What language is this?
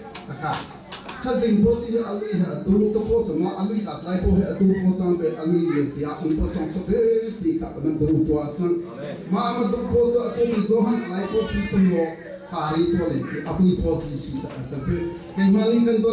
Hakha Chin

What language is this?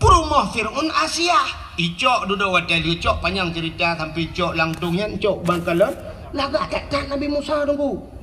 Achinese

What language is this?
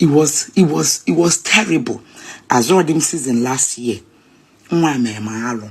Igbo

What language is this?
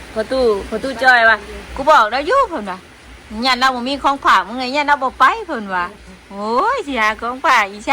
Northeastern Thai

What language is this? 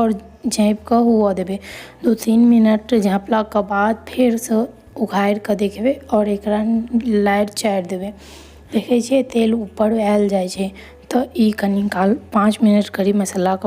Maithili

